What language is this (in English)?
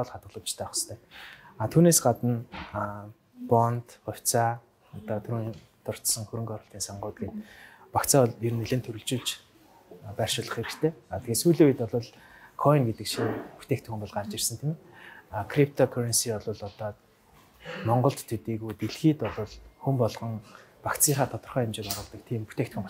Mongolian